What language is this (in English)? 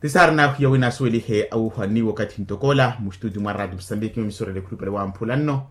Makhuwa